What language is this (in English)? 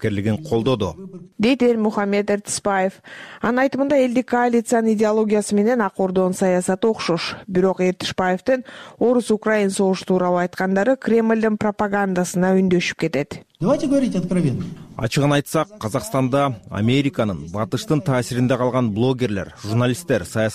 Kyrgyz